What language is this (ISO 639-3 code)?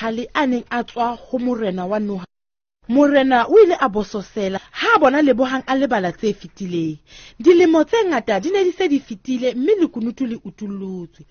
sot